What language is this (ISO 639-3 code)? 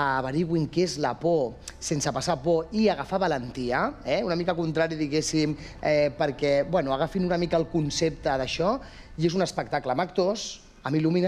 cat